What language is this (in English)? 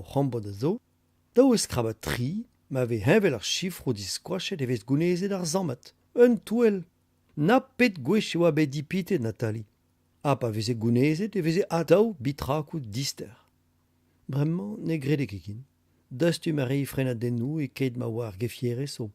Breton